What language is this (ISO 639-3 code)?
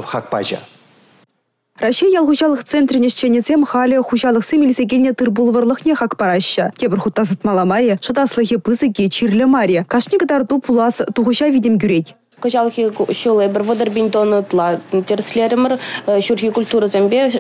chv